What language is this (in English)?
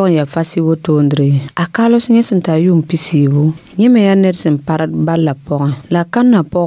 Mossi